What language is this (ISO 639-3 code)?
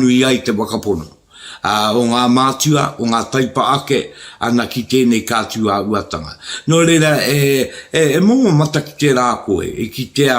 mri